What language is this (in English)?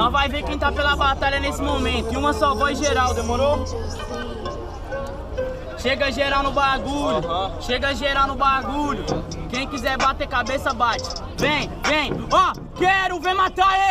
Portuguese